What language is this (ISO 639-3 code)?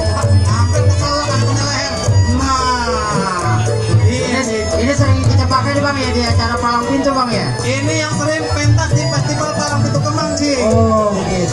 bew